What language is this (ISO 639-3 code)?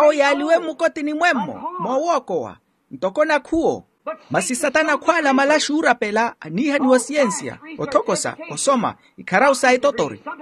vmw